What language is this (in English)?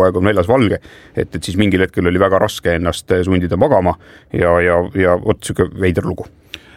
Estonian